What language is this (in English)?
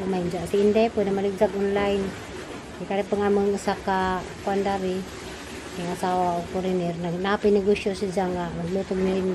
Cebuano